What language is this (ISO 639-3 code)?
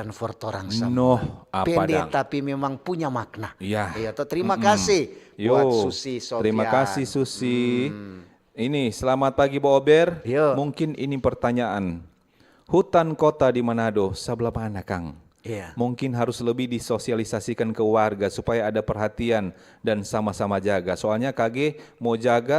xmm